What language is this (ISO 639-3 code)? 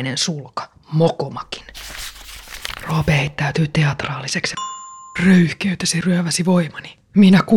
fin